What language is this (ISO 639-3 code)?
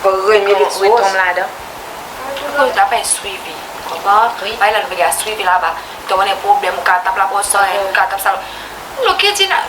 crs